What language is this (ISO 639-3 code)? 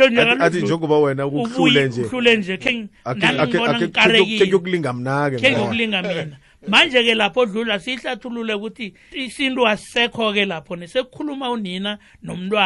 nbl